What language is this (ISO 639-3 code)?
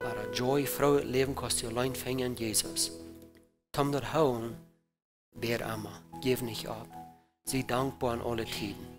pdt